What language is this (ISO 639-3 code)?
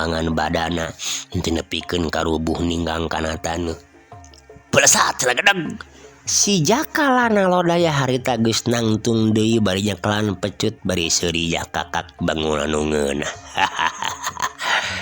sun